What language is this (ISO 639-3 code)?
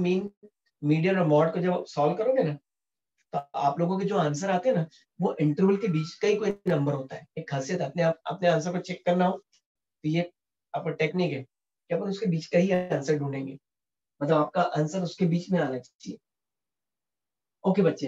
hin